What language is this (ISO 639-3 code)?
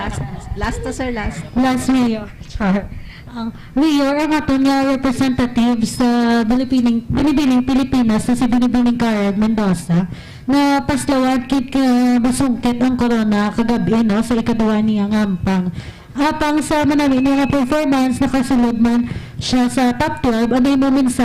hil